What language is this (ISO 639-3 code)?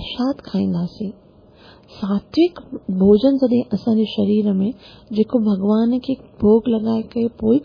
snd